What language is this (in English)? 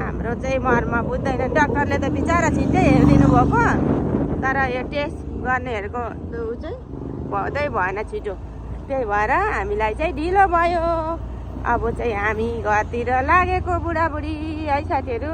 Nepali